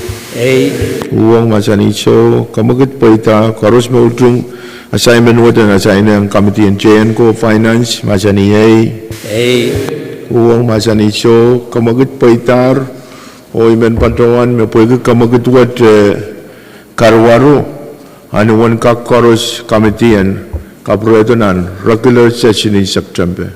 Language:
Pohnpeian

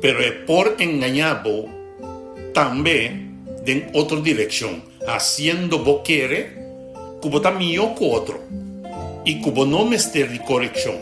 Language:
Papiamento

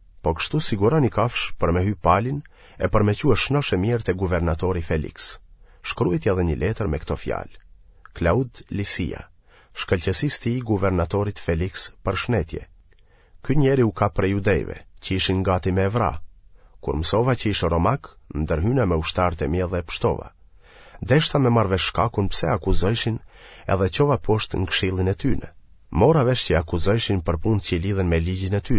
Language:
Albanian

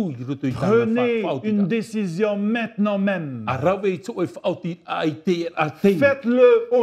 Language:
Tahitian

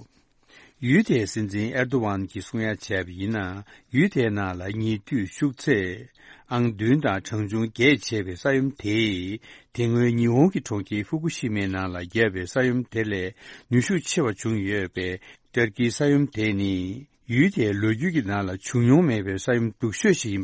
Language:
Tibetan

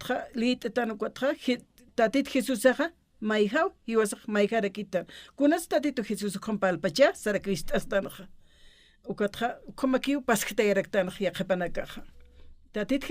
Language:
Aymara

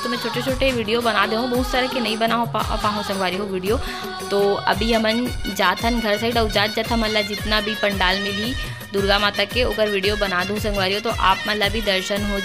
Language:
Chhattisgarhi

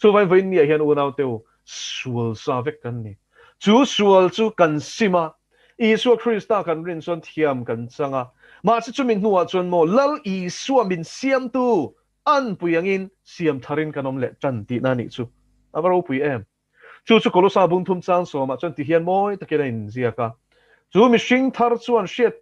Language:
Mizo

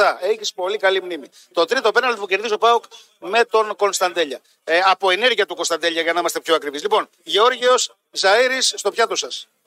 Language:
Greek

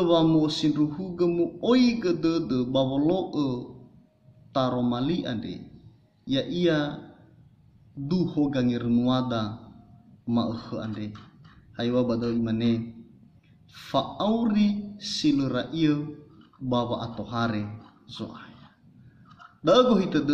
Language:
Nias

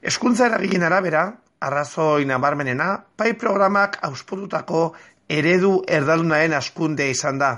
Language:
Basque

